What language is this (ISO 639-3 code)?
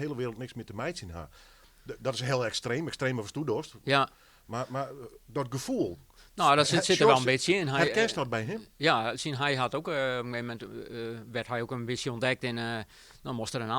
fry